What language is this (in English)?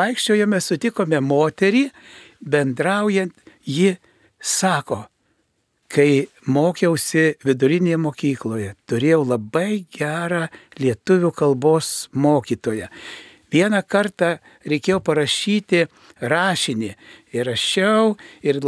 Lithuanian